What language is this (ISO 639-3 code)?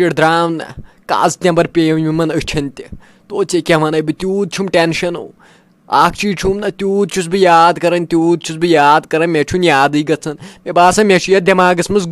kas